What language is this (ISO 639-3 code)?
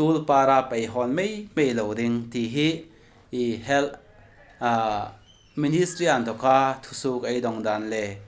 hmr